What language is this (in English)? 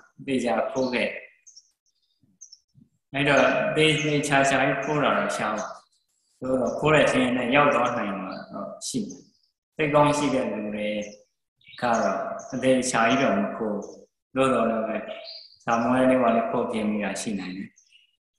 Burmese